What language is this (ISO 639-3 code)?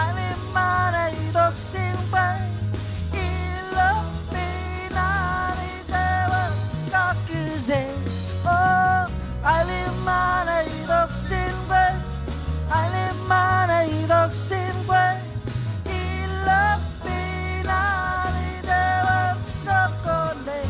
mah